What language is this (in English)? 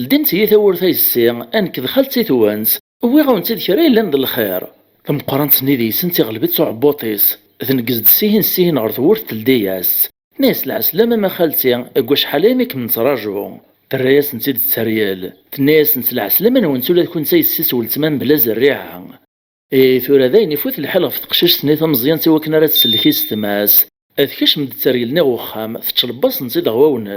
Kabyle